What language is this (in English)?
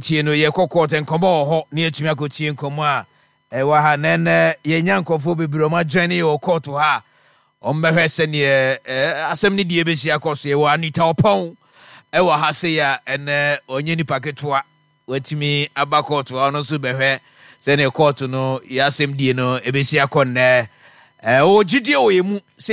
Akan